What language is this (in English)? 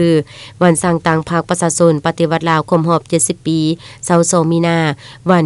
Lao